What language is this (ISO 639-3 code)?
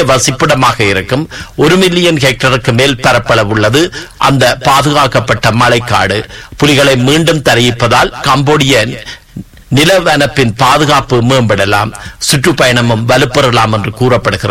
tam